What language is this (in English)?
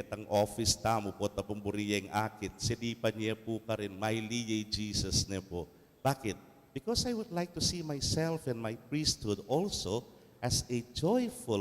Pampanga